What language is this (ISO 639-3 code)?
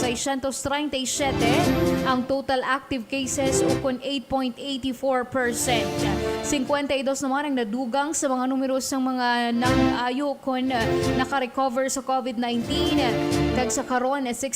hil